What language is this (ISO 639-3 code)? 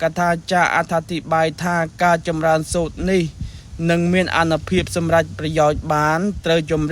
khm